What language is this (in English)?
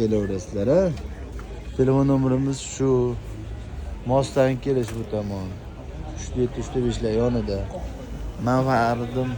Uzbek